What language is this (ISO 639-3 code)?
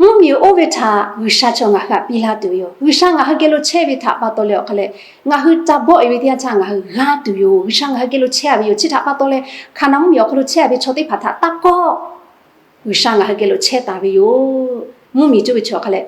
lhu